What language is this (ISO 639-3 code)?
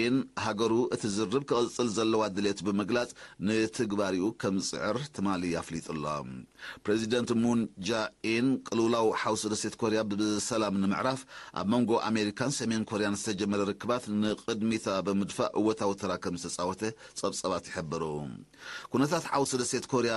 tir